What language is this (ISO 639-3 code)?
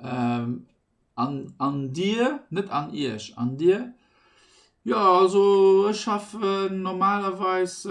ltz